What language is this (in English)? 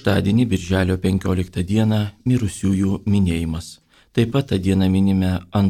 Lithuanian